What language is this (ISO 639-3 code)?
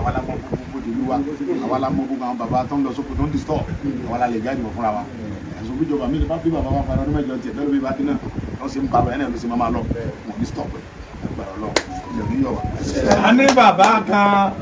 yor